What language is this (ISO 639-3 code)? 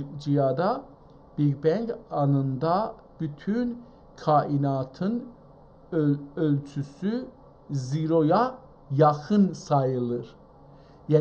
azb